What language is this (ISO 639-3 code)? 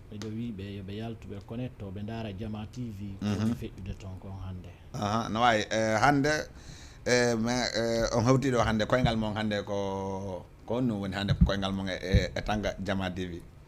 ful